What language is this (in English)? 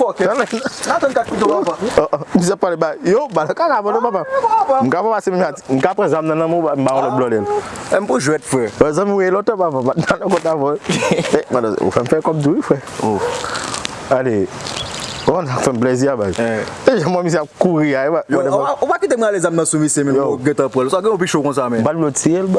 Haitian Creole